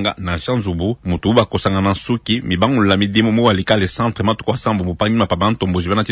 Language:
Luba-Lulua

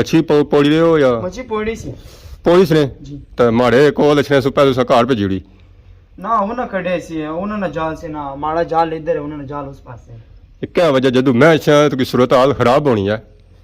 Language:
Pahari-Potwari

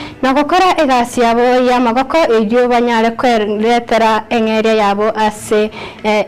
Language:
Gusii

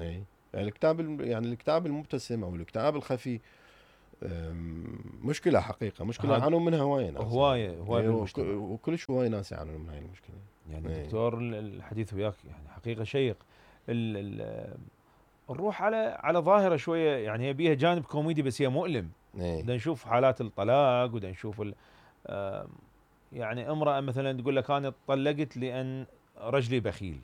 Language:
Mesopotamian Arabic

